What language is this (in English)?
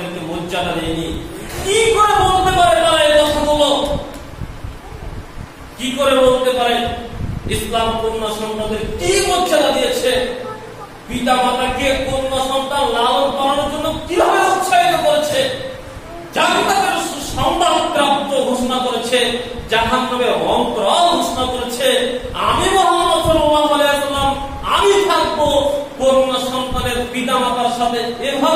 Bangla